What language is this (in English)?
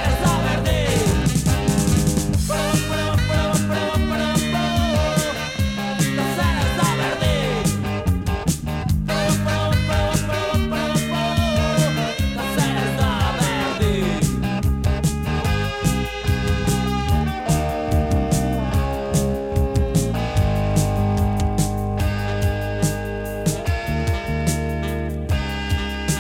Basque